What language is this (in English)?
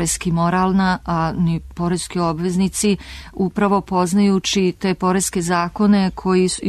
Serbian